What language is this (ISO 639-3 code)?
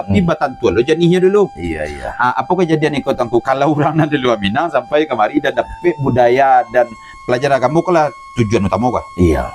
min